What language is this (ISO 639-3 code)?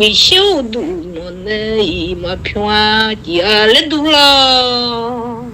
ahk